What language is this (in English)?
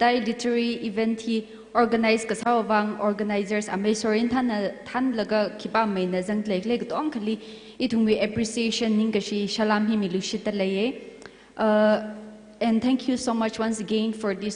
Tangkhul Naga (India)